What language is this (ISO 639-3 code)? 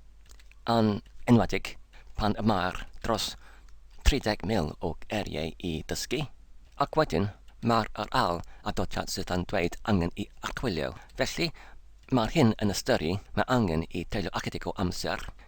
cym